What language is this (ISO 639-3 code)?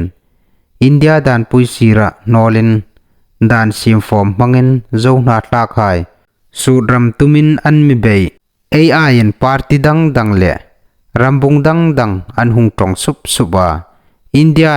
hmr